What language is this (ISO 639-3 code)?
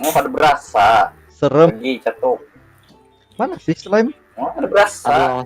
bjn